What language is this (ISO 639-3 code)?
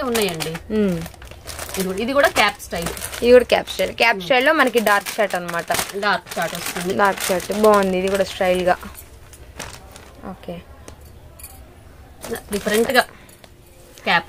tel